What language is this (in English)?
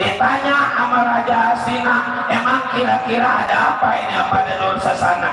Betawi